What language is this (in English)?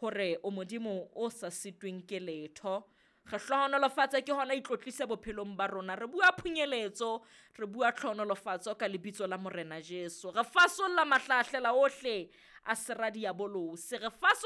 Southern Sotho